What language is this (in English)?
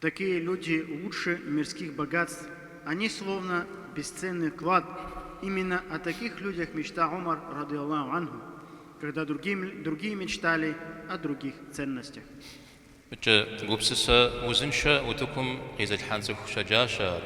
Kabardian